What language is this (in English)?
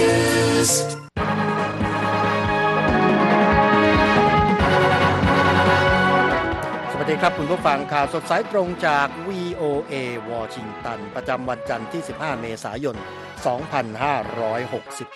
Thai